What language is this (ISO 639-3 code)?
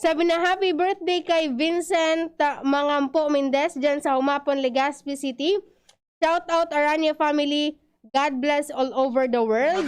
bik